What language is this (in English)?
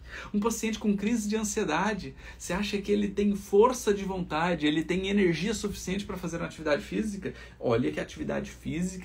Portuguese